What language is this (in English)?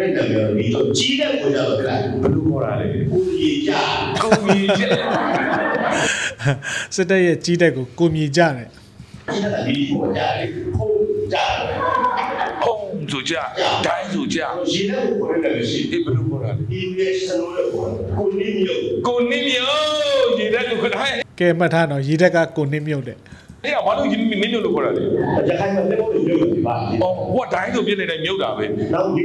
Burmese